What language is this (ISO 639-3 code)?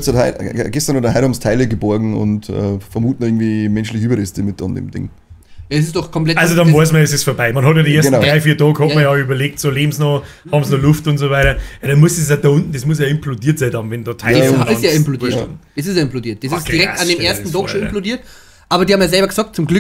bar